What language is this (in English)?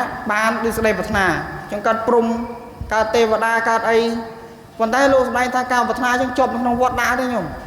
Khmer